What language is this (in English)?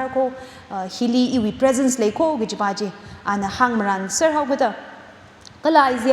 Tangkhul Naga (India)